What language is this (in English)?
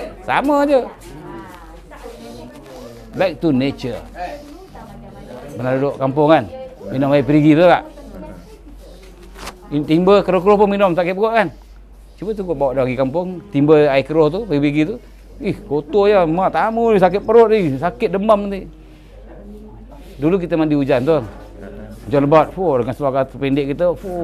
Malay